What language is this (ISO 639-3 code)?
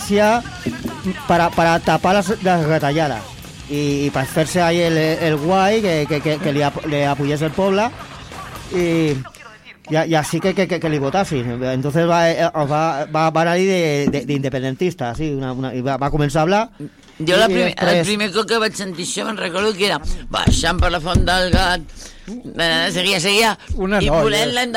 cat